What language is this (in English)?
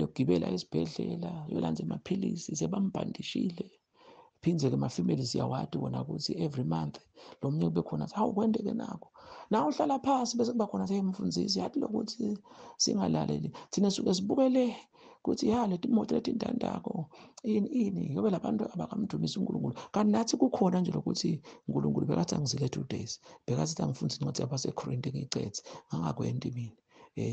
Zulu